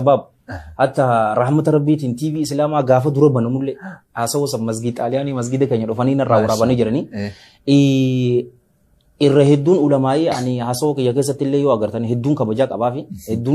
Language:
Oromo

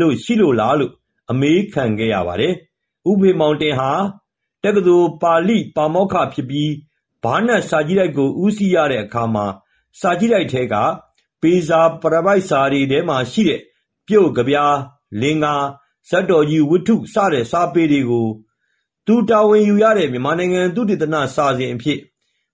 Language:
Burmese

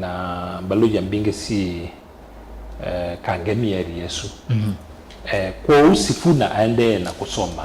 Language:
Kamba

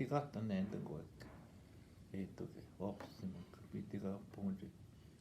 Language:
Northwestern Ojibwa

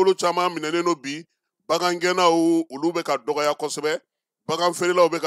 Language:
Bambara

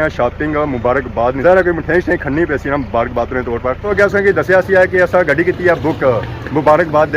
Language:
Pahari-Potwari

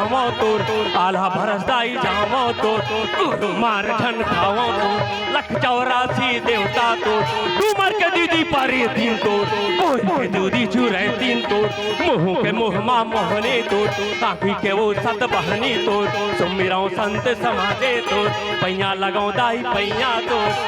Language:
Chhattisgarhi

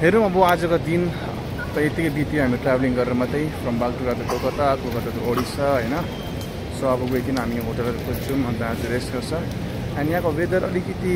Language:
Nepali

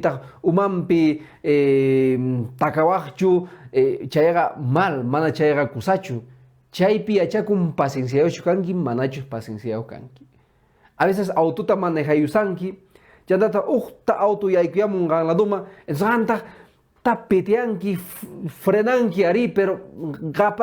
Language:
Quechua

